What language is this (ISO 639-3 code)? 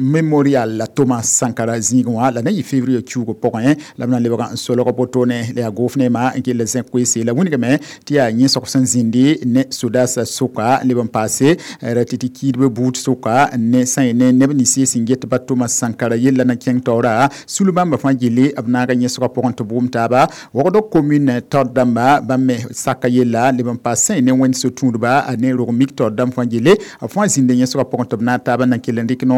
mos